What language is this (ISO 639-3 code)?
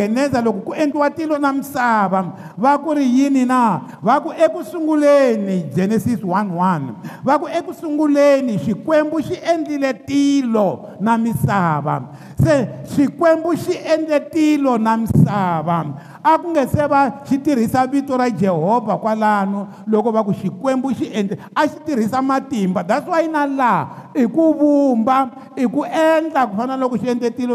tso